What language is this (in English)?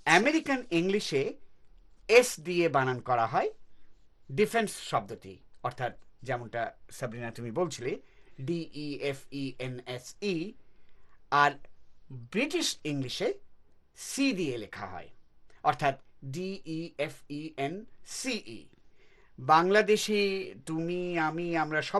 Bangla